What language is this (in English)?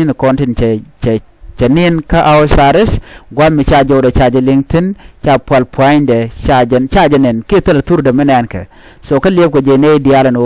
Nuer